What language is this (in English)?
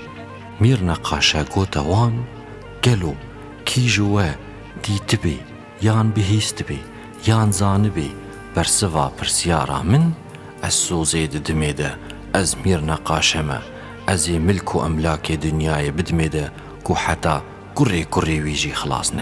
Kurdish